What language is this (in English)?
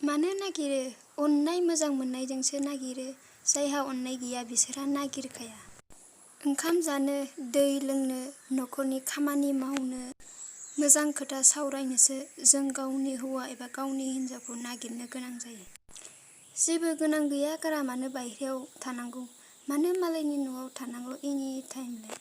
Bodo